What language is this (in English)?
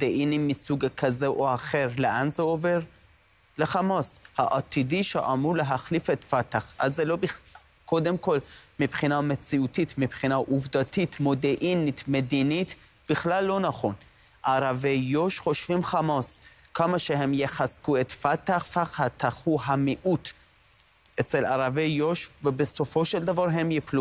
Hebrew